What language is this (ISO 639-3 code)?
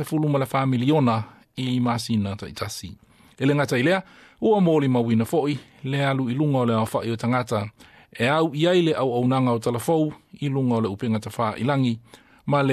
smo